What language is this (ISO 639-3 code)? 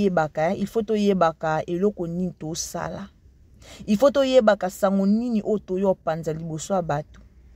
lin